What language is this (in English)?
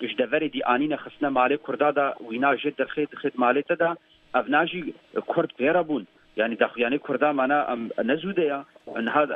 Kurdish